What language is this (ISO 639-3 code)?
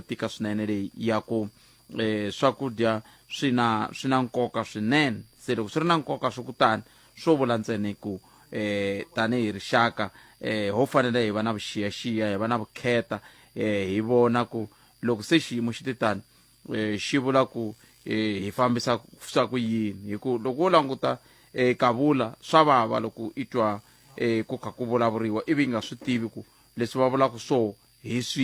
tso